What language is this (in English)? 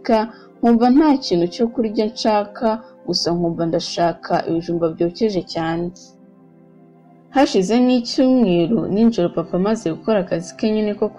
Kinyarwanda